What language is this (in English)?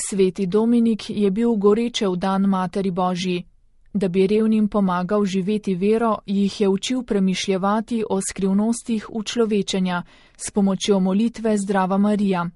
Slovenian